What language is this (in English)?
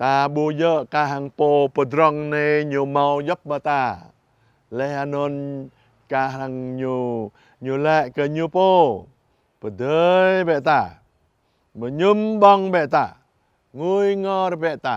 Jarai